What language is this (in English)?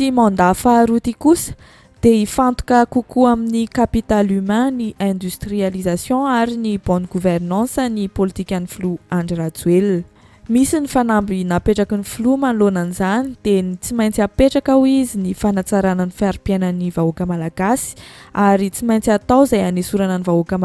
Malagasy